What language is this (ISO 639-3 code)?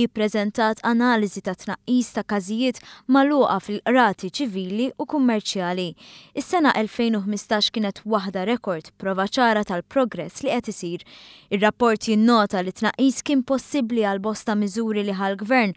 mlt